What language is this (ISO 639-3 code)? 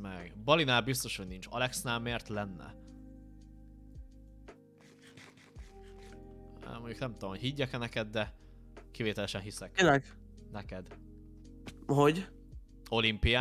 hun